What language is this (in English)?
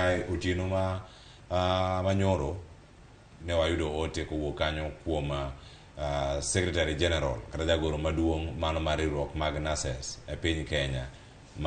Luo (Kenya and Tanzania)